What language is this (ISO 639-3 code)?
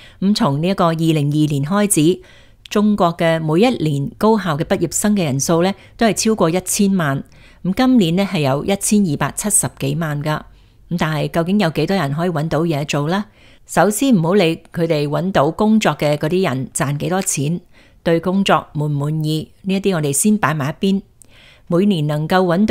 yue